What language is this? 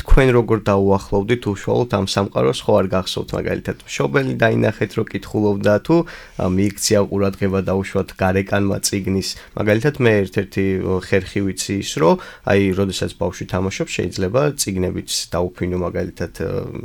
Georgian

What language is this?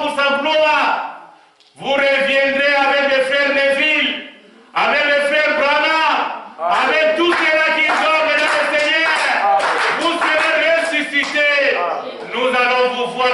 French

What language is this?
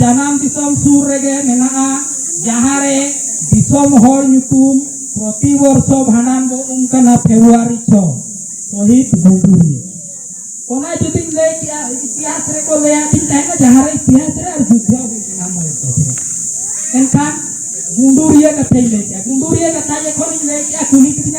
Santali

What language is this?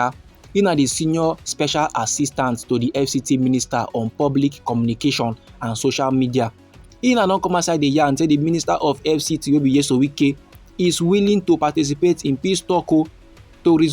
Nigerian Pidgin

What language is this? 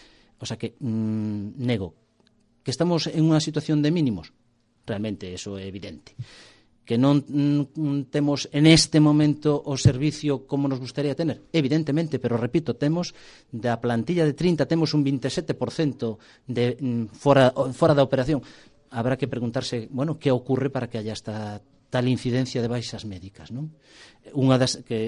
Galician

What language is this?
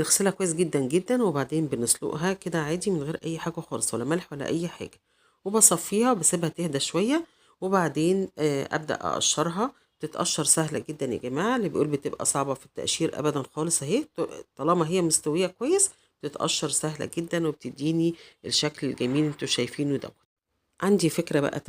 Egyptian Arabic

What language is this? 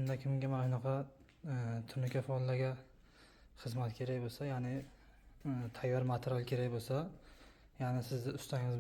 Uzbek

